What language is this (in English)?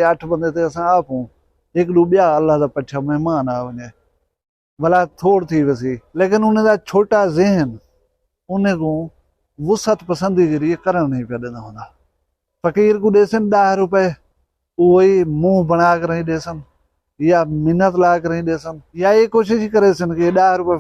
Saraiki